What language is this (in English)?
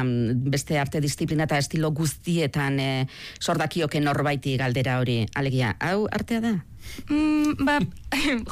Basque